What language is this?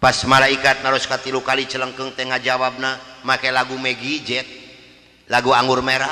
Sundanese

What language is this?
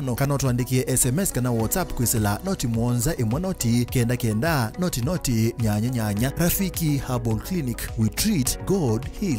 Kamba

